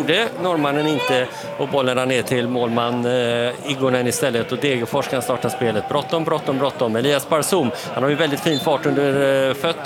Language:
Swedish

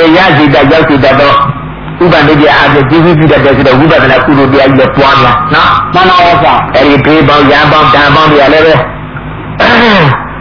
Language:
Burmese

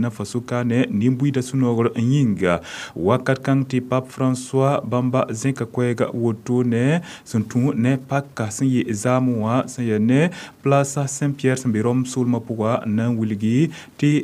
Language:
Mossi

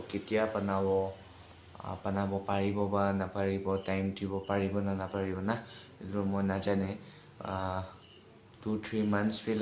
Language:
Naga Pidgin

